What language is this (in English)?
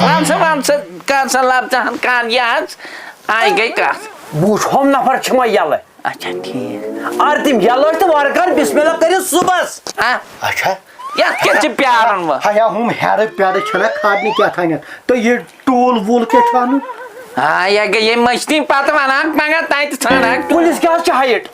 Kashmiri